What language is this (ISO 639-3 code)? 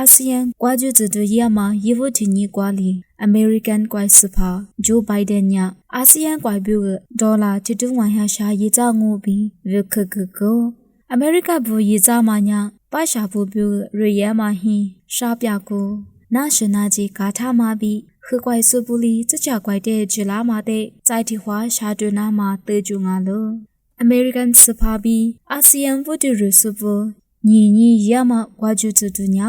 lis